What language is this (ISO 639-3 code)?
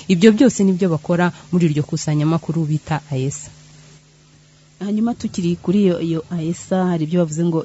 kin